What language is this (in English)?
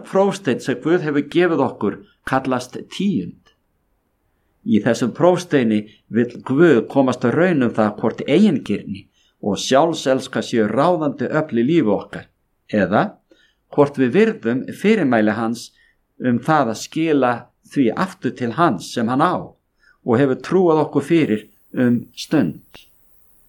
Icelandic